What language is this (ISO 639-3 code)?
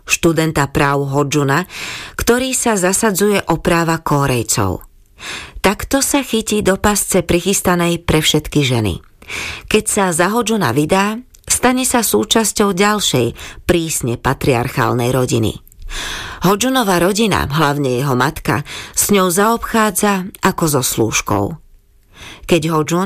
slk